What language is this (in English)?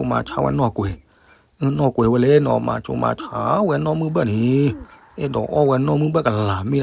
S'gaw Karen